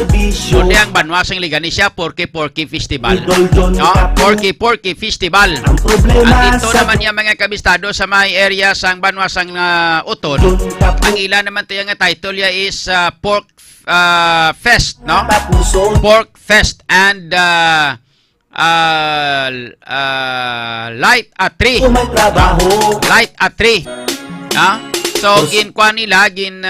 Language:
Hiligaynon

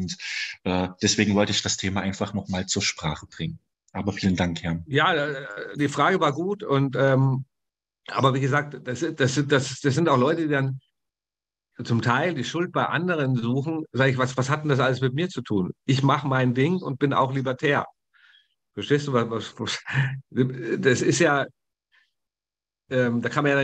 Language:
German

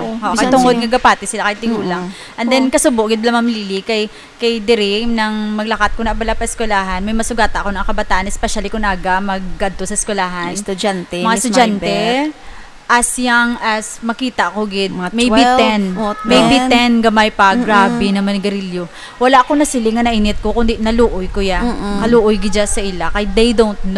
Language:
Hiligaynon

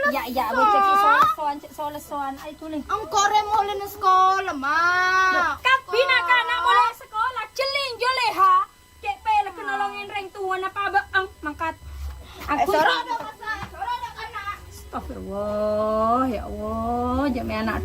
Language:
Madurese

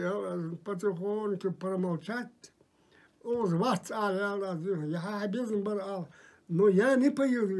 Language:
Ingush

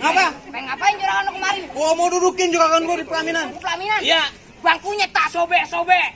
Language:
Betawi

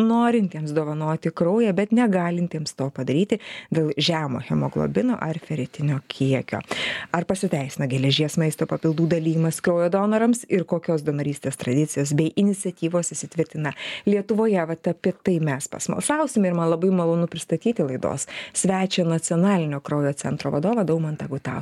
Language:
Lithuanian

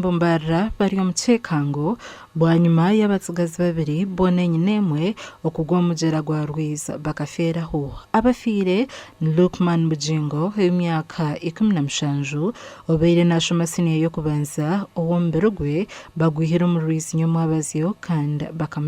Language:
Nyankole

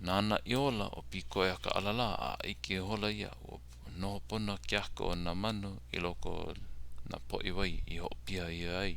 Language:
Hawaiian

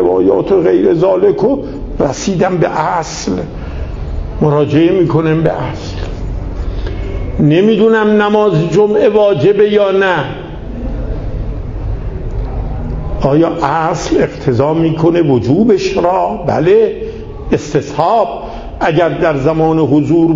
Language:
Persian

